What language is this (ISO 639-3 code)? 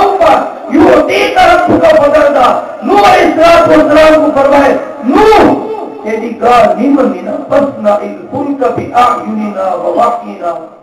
skr